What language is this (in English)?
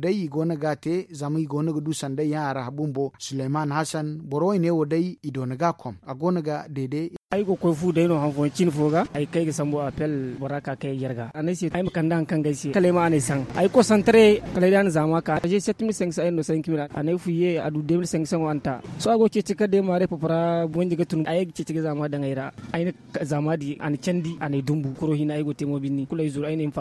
Zarma